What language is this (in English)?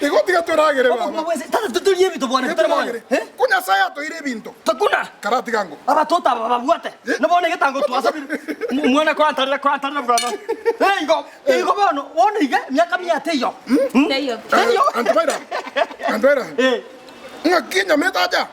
Gusii